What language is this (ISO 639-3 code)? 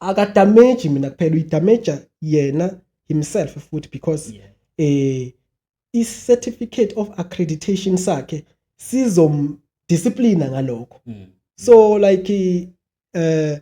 zul